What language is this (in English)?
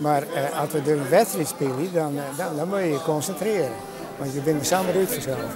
Western Frisian